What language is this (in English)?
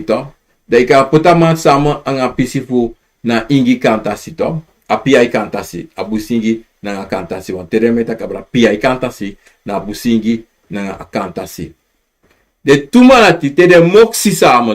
Sranan Tongo